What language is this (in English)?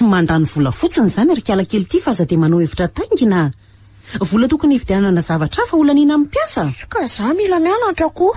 Malagasy